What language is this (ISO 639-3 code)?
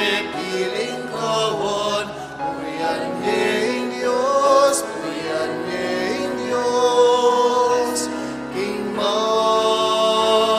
pam